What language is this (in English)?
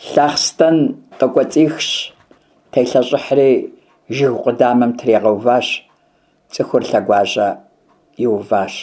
Kabardian